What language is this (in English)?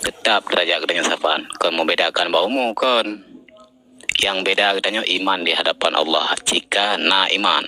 Achinese